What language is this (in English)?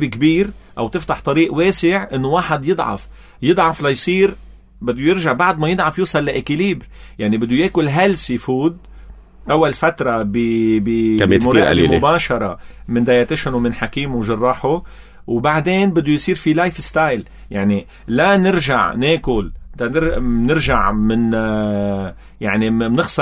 North Levantine Arabic